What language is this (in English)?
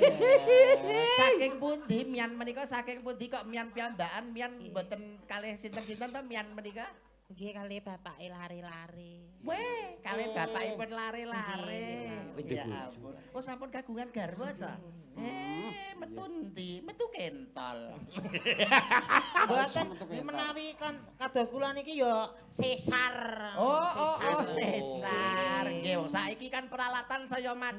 Javanese